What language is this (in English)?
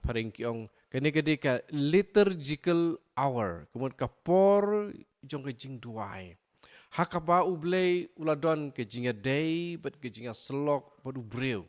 Khasi